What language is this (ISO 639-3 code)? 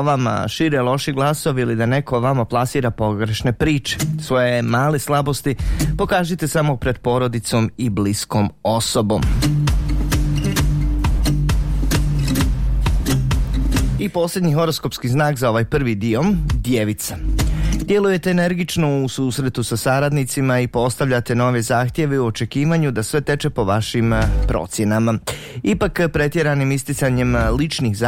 bos